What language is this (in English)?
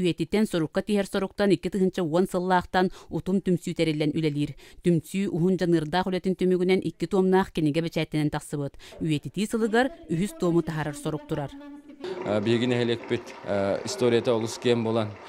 Yakut